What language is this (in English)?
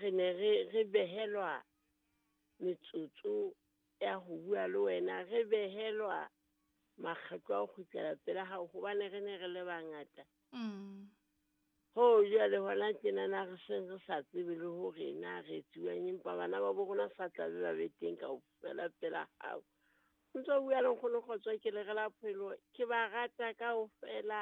Southern Sotho